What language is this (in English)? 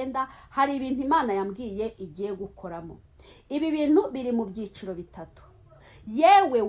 Kinyarwanda